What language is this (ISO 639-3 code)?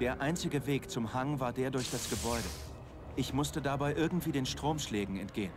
bar